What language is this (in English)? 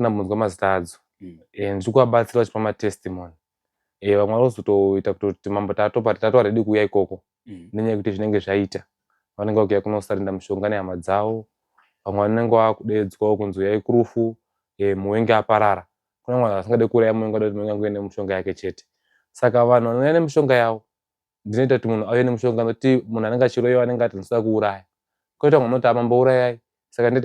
Shona